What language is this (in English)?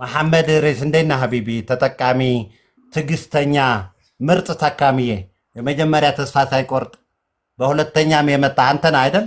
Amharic